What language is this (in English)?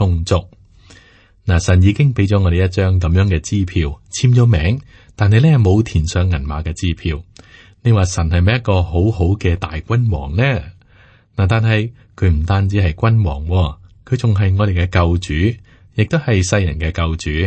Cantonese